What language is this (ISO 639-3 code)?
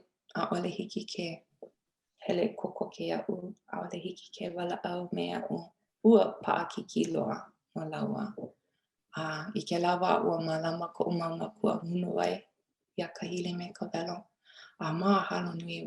haw